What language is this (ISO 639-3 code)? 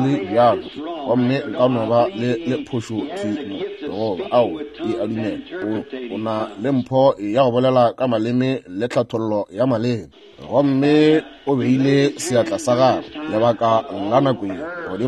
nso